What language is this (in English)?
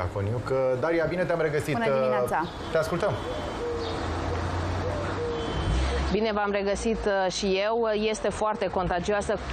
Romanian